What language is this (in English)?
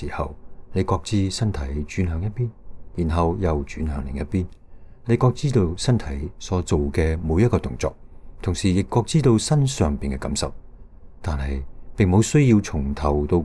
Cantonese